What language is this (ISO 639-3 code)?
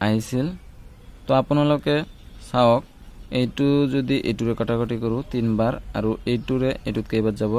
asm